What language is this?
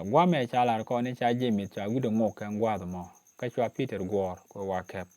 Nuer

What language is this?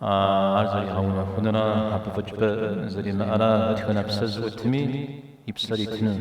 Kabardian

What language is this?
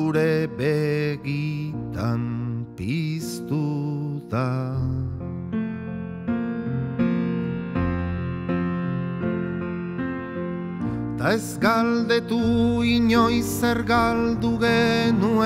Basque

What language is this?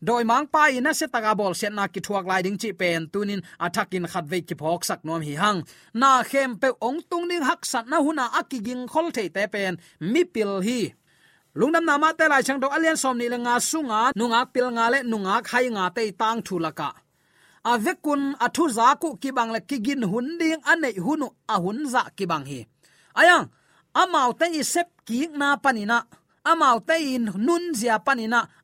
Tedim Chin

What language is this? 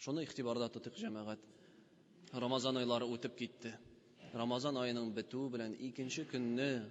Tatar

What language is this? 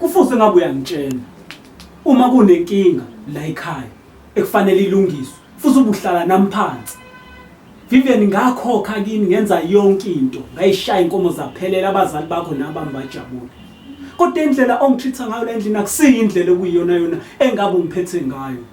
Zulu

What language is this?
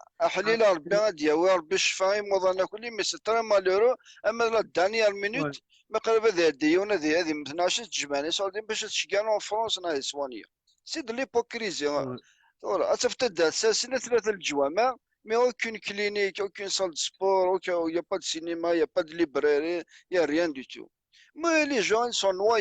Kabyle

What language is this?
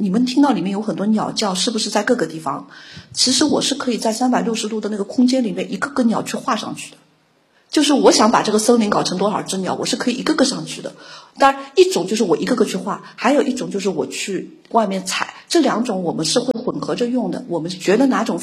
Chinese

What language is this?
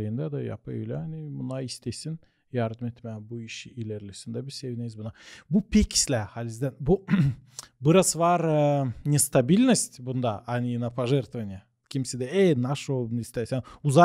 Gagauz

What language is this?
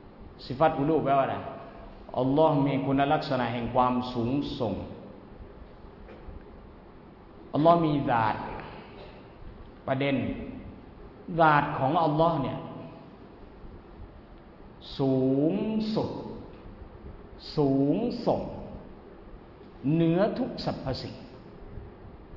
Thai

